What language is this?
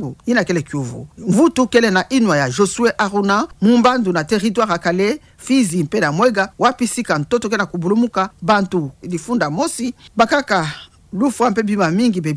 Kituba (Democratic Republic of Congo)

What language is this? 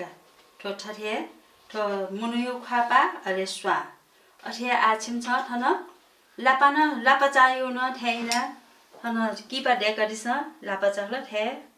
Newari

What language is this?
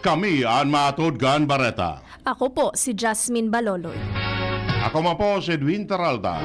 Bikol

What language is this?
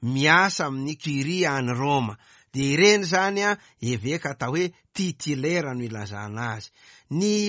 Malagasy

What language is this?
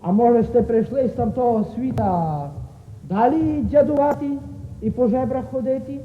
Rusyn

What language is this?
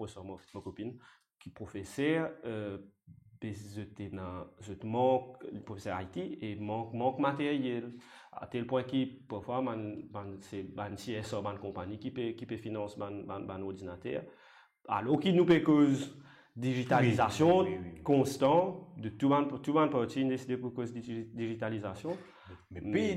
Morisyen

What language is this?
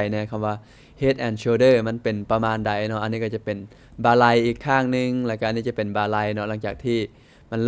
Lao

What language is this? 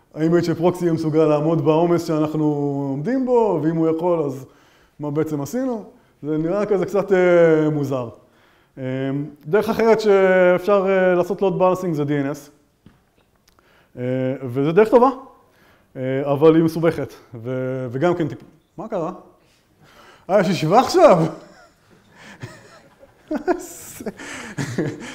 Hebrew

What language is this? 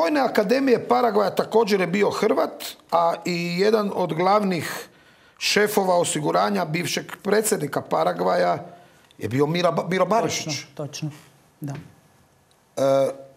Croatian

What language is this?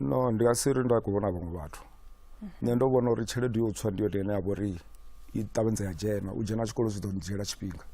Venda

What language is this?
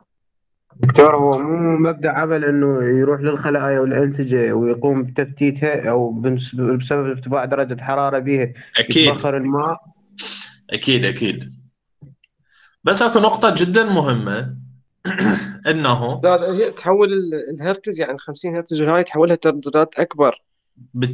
Mesopotamian Arabic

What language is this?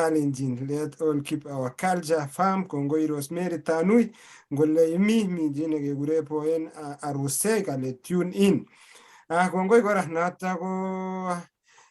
Kalenjin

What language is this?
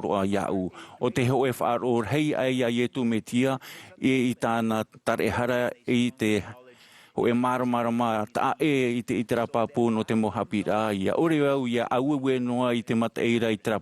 Tahitian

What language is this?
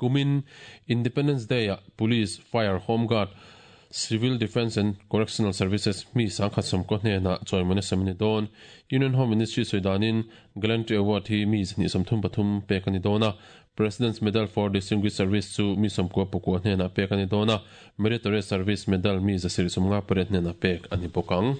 Mizo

